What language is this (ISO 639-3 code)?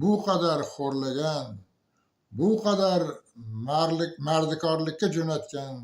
uzb